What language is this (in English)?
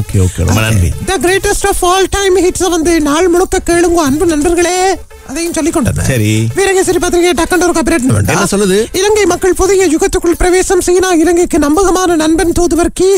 Tamil